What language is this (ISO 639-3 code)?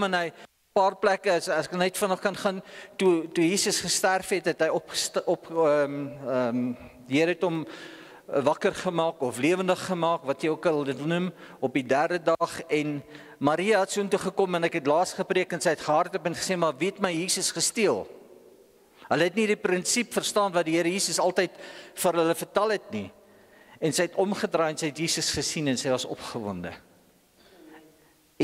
afr